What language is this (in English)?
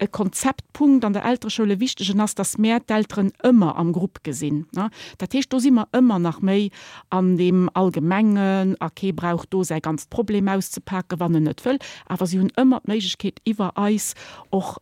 Luxembourgish